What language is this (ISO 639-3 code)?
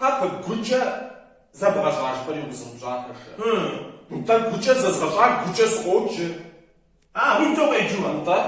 kbd